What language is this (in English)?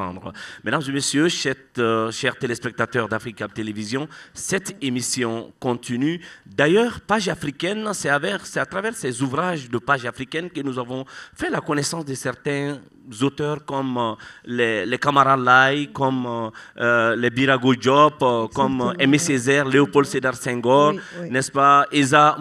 French